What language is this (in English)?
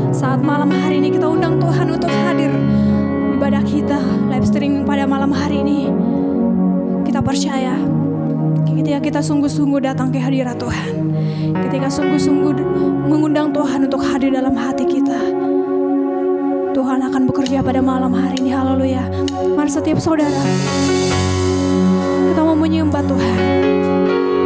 Indonesian